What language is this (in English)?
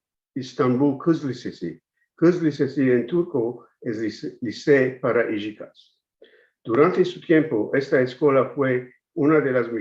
Ladino